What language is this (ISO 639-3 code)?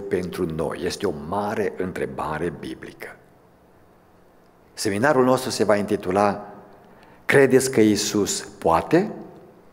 ron